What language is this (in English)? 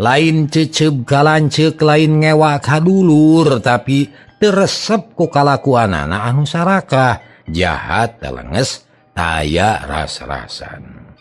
Sundanese